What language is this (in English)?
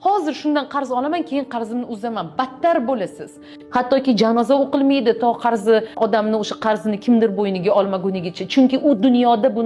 Uzbek